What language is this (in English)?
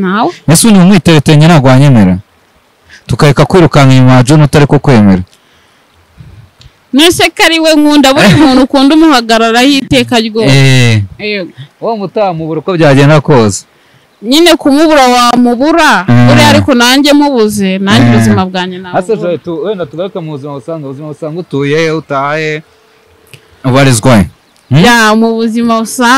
Kinyarwanda